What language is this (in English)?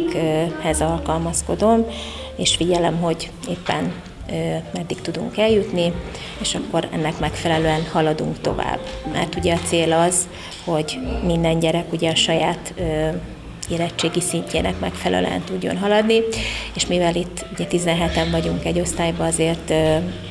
Hungarian